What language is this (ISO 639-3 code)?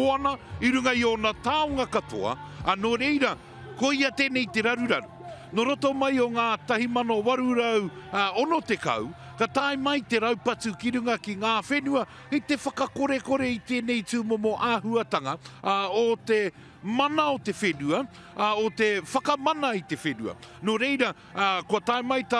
mri